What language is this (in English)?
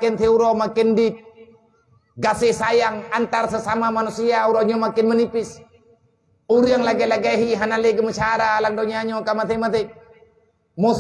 Achinese